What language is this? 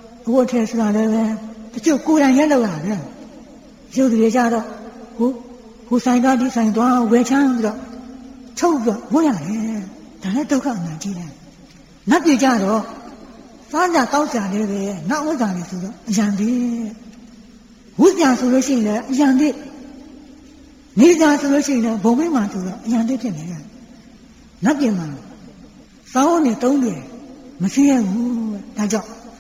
Burmese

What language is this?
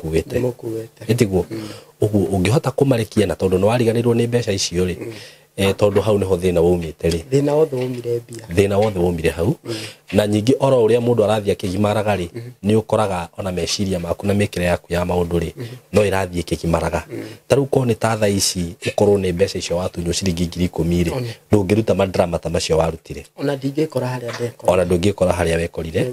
Kikuyu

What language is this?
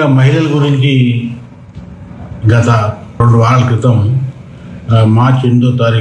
Telugu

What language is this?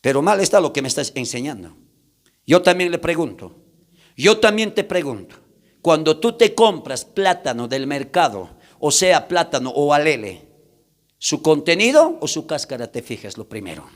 South Bolivian Quechua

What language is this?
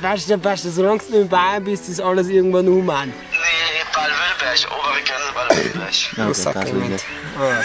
Bavarian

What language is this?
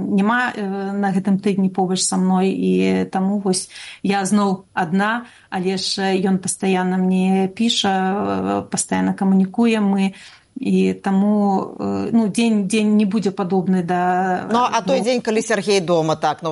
Belarusian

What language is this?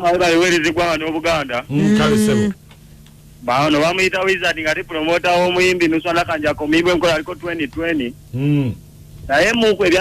Ganda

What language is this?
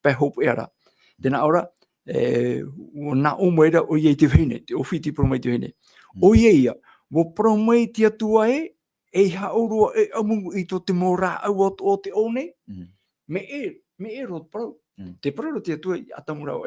Tahitian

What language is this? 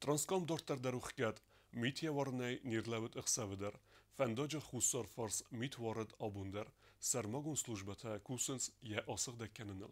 Ossetic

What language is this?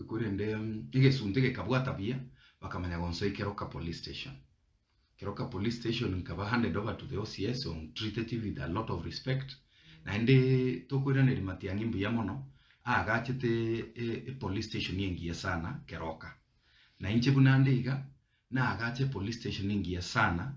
Gusii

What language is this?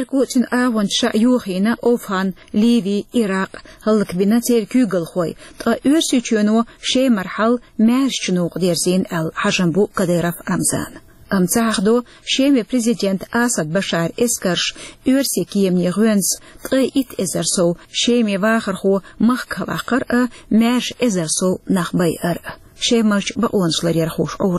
Chechen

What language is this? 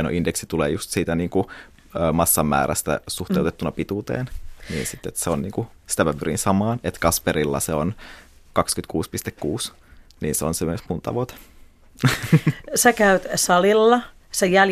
Finnish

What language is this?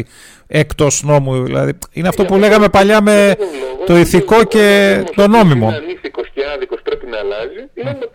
Greek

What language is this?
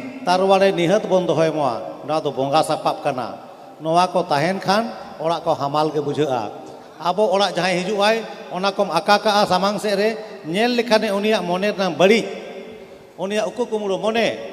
Santali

